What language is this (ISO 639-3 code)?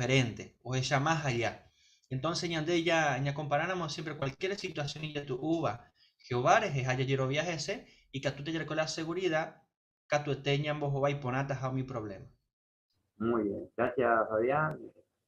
grn